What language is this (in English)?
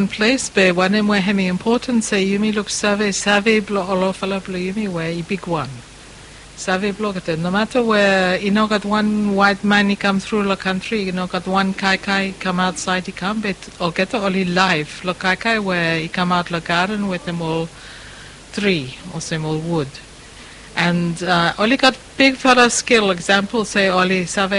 Bislama